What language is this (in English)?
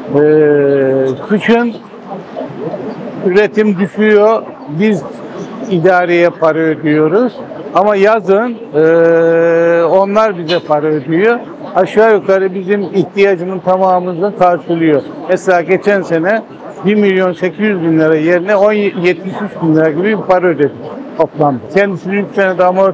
Turkish